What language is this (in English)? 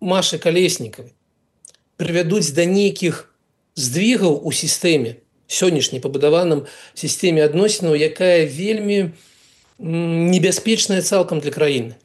Belarusian